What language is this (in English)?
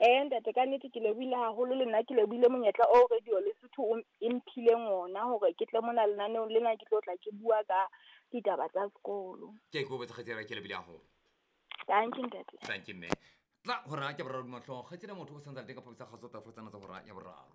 Southern Sotho